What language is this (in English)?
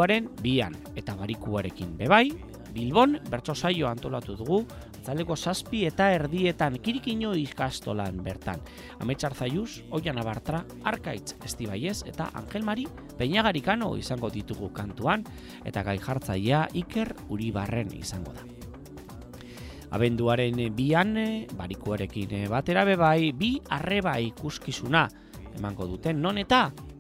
Basque